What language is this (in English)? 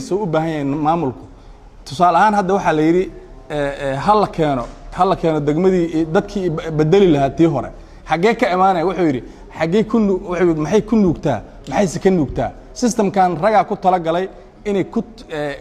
Somali